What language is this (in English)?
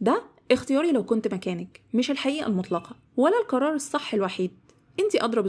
Egyptian Arabic